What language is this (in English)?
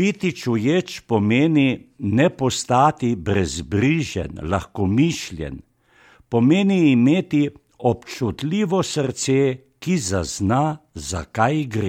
Slovenian